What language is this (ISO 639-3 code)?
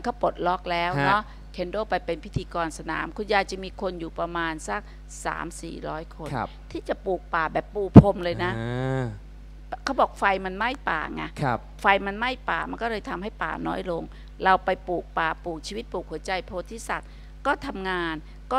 tha